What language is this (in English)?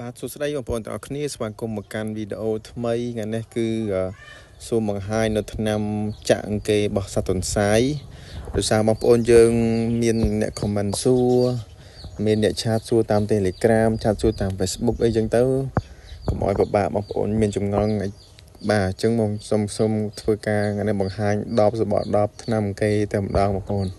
Khmer